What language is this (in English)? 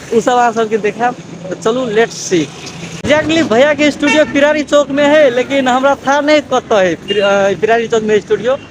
Maithili